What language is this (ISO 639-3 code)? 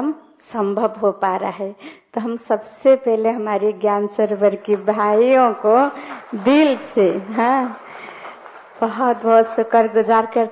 hin